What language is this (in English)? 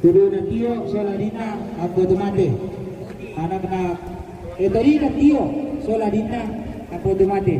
Toraja-Sa'dan